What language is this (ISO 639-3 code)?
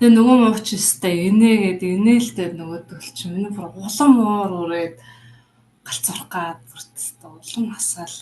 mon